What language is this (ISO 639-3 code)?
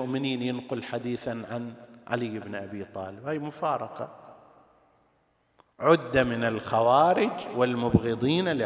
ara